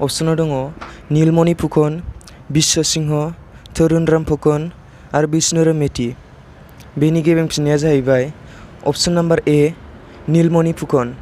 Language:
Bodo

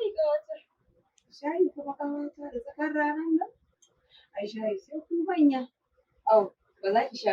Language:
Hausa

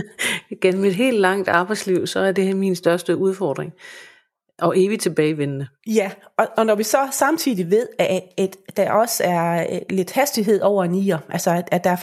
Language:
Danish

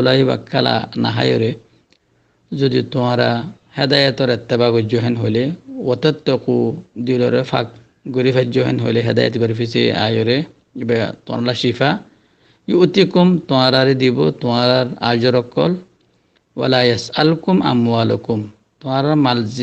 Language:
Rohingya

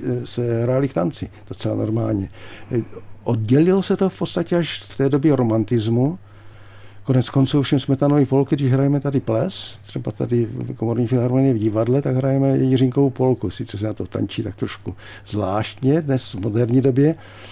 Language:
Czech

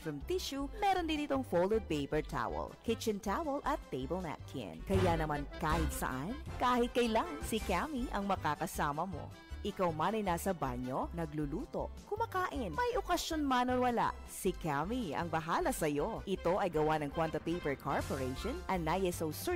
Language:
Filipino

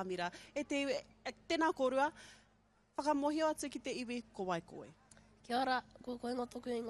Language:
Māori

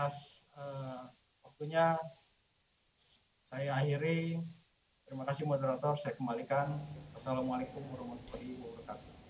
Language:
Indonesian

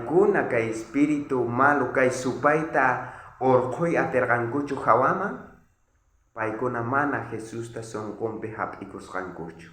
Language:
South Bolivian Quechua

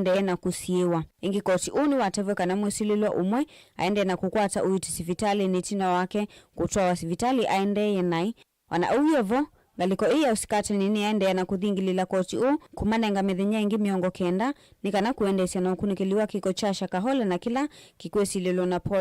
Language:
Kamba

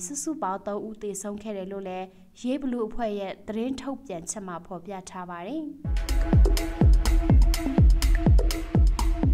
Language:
Burmese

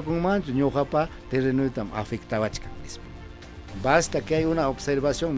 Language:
Ayacucho Quechua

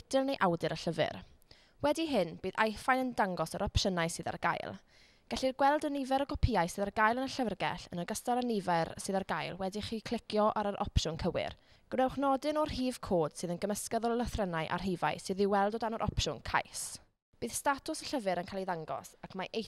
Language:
Welsh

